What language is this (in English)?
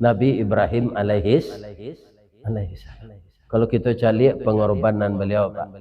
Minangkabau